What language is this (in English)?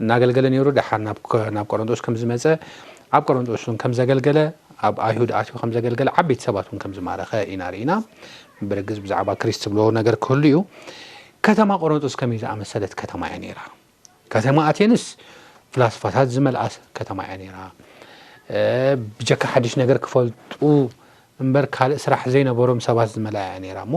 Tigrinya